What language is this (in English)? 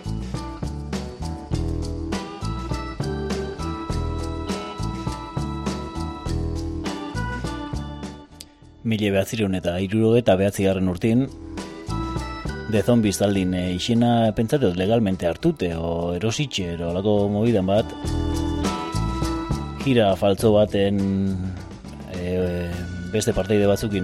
Basque